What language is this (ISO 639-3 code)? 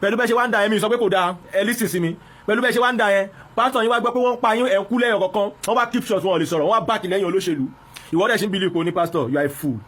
yor